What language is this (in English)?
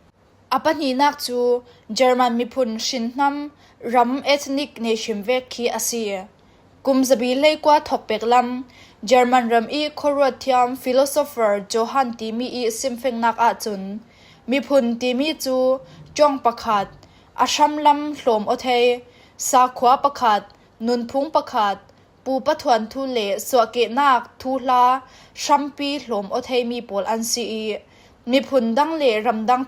Falam Chin